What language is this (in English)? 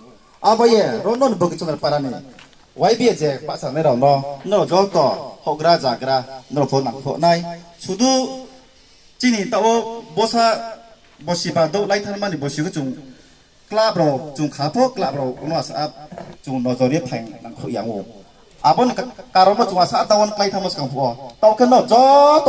Riang (India)